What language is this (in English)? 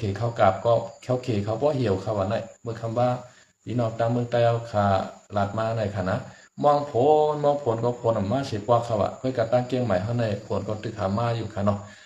Shan